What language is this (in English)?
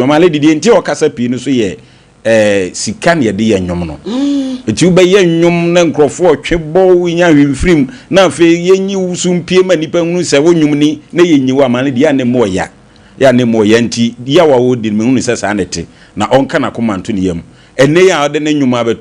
Akan